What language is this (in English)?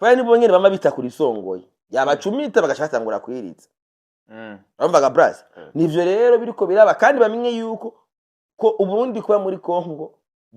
Rundi